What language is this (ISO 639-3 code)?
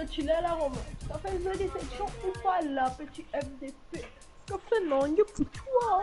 mfe